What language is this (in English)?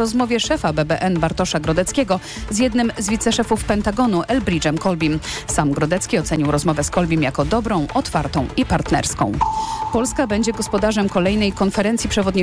Polish